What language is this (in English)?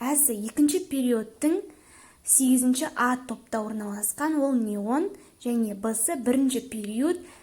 Kazakh